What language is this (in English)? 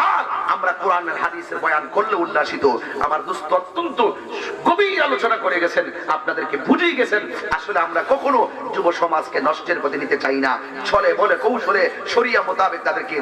Bangla